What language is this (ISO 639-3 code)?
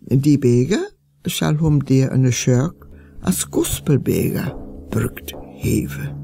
frr